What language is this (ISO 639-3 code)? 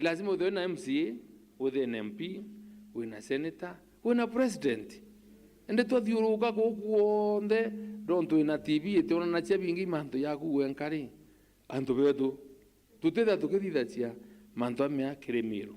mer